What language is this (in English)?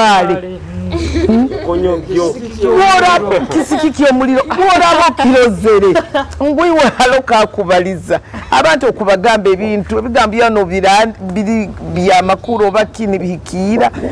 Nyoro